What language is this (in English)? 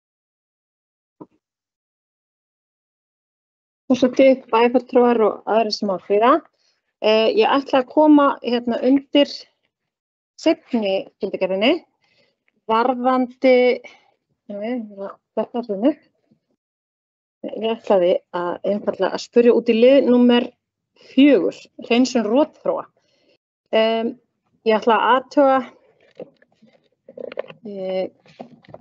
Icelandic